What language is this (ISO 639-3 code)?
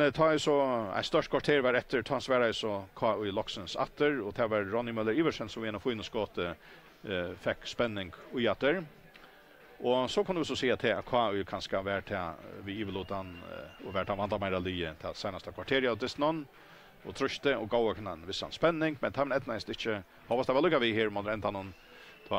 fao